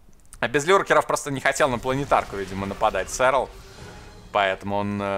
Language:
Russian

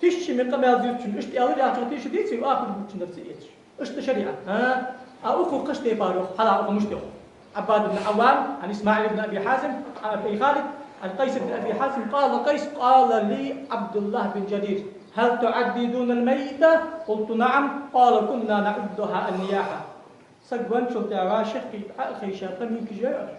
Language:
Ingush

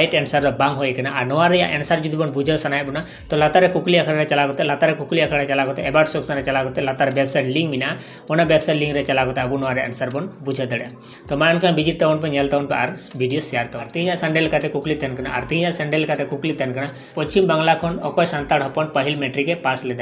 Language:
Santali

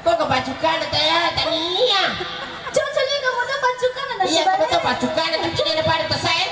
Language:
Buginese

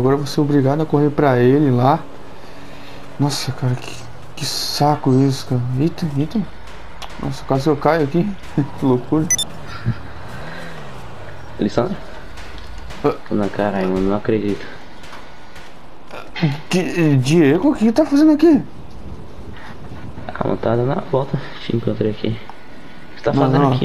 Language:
Portuguese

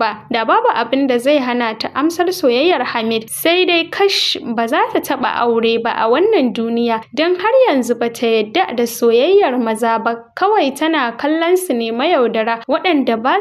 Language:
Hausa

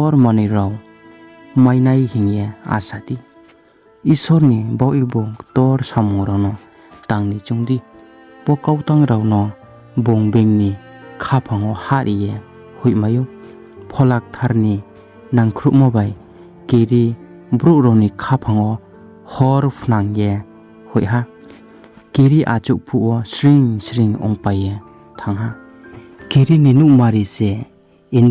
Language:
Riang (India)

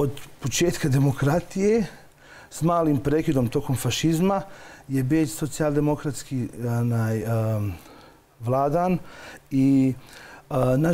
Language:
Bosnian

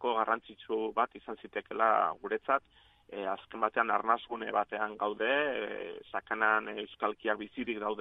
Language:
Basque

